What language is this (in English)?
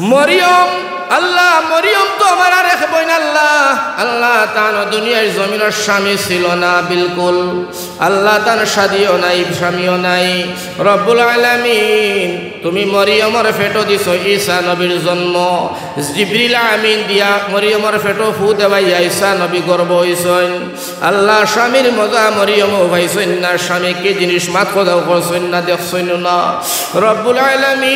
Sylheti